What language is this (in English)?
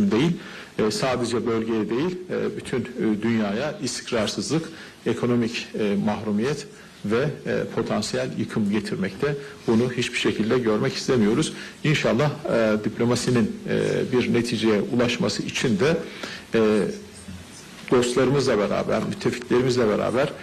Turkish